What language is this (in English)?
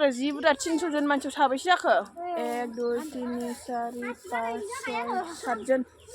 Bodo